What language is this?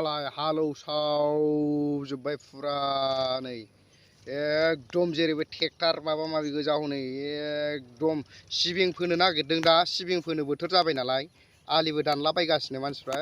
Bodo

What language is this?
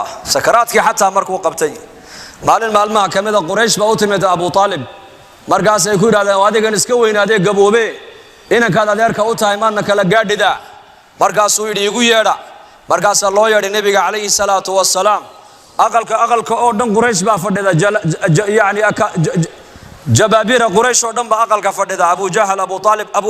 Somali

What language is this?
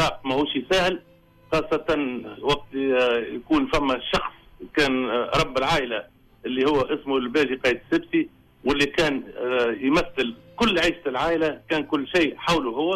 Tunisian Arabic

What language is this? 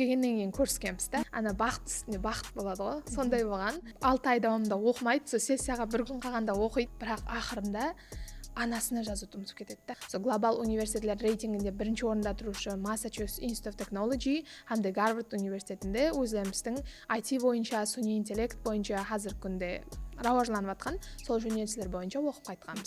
Kara-Kalpak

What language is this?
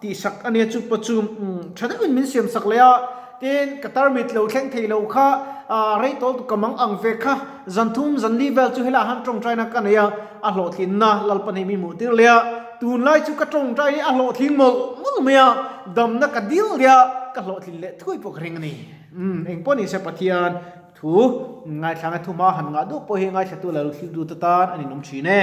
Mizo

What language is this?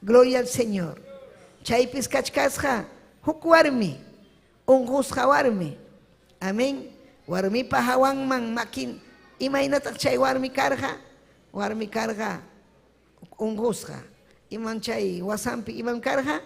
Ayacucho Quechua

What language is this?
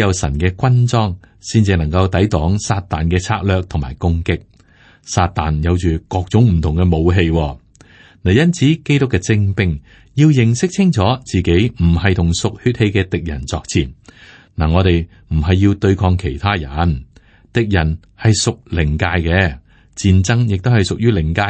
Cantonese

